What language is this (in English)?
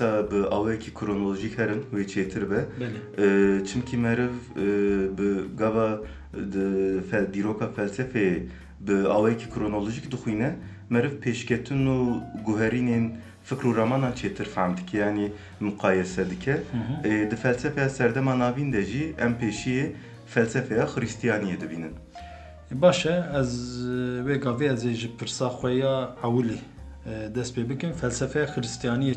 Kurdish